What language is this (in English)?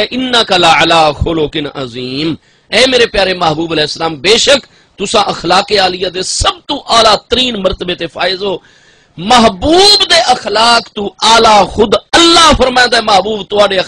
Saraiki